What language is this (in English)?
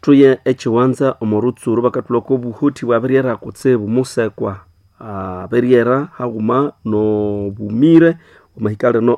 Nande